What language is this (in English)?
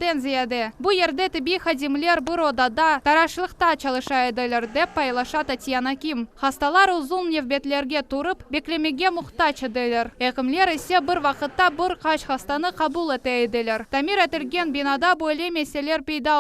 Crimean Tatar